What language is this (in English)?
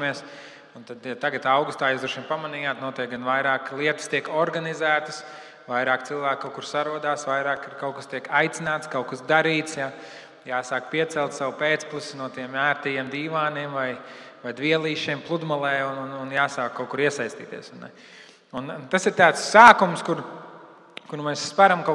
Latvian